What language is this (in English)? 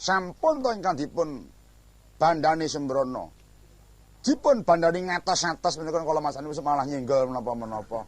Javanese